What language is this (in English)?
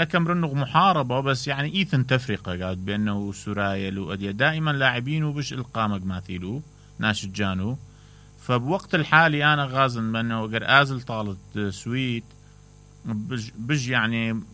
Mesopotamian Arabic